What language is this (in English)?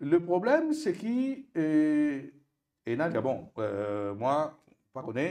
Morisyen